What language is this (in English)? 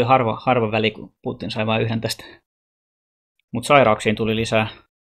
Finnish